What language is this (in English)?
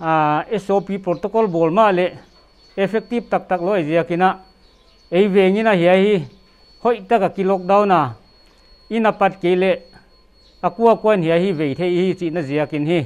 Paite Chin